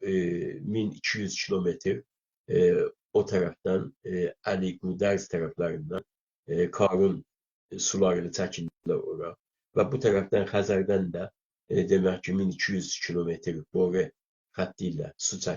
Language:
South Azerbaijani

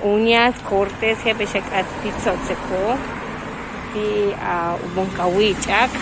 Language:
Yucateco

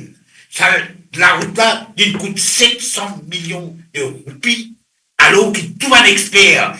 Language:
Morisyen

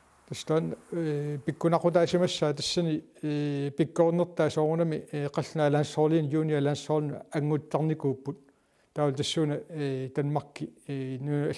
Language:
Kalaallisut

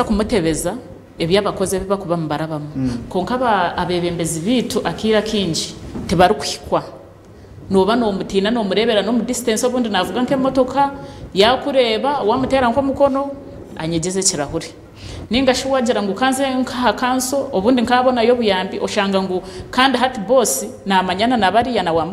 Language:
Nyankole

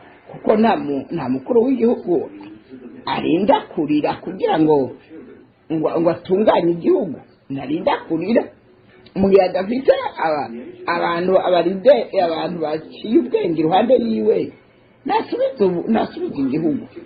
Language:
Rundi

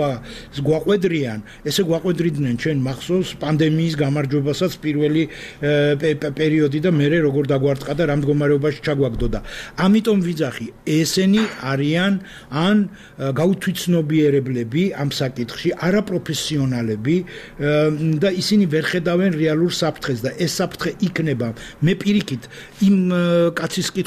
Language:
Georgian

